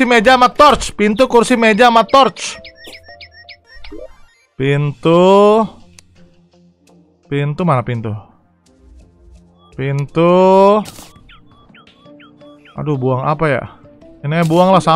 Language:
Indonesian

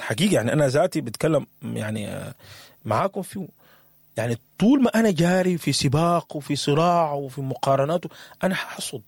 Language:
Sudanese Arabic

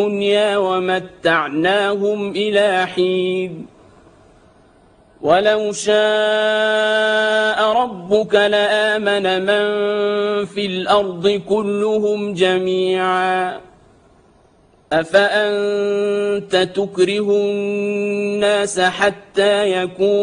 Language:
Arabic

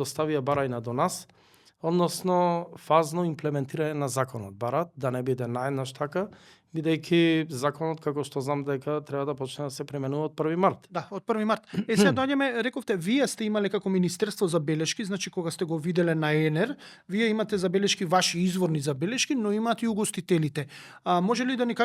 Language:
Macedonian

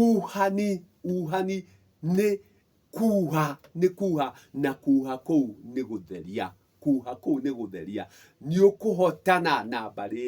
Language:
Kikuyu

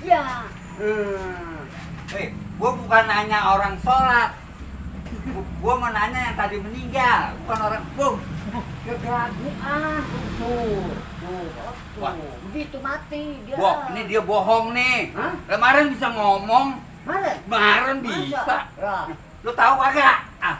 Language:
Betawi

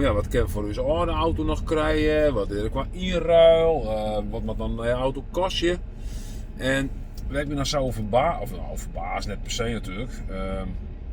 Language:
Western Frisian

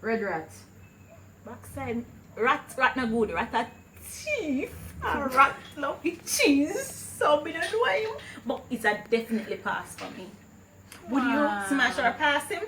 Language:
Jamaican Creole English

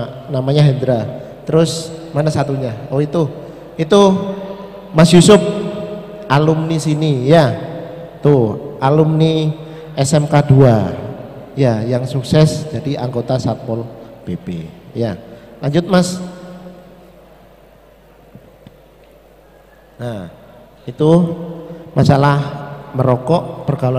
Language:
Indonesian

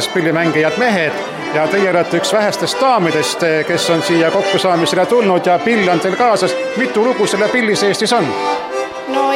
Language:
Estonian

